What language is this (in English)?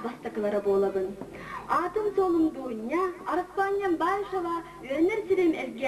Yakut